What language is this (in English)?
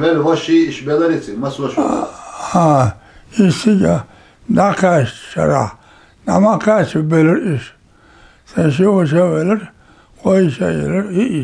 Chechen